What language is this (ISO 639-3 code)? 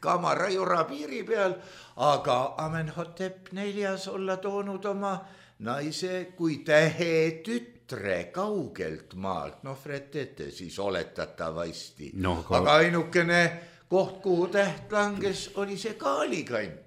est